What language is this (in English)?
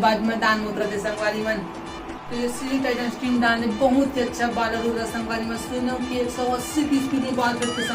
Chhattisgarhi